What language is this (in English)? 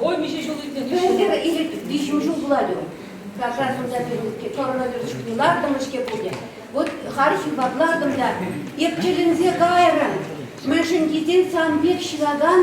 Chuvash